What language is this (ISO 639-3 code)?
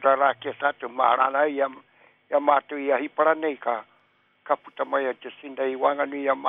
mri